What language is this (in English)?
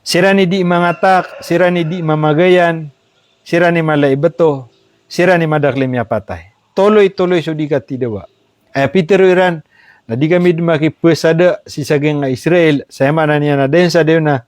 Maranao